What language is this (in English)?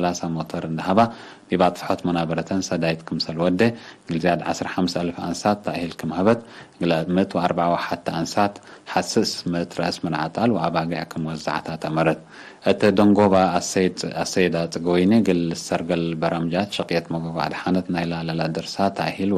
Tigre